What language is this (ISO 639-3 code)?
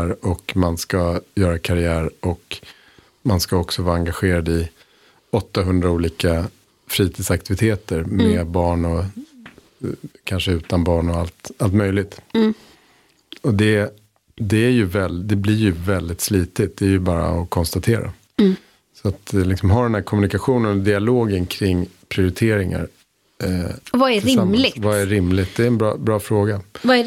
swe